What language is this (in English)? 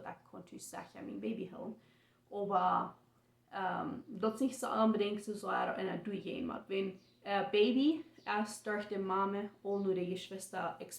Plautdietsch